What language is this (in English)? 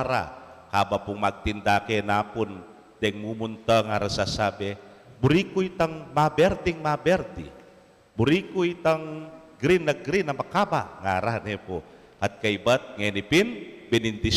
Pampanga